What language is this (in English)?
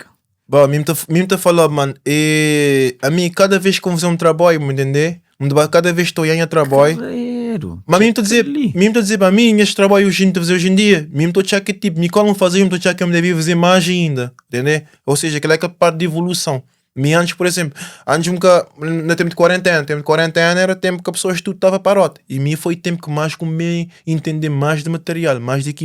Kabuverdianu